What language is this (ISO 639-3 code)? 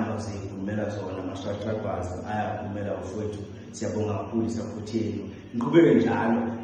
zul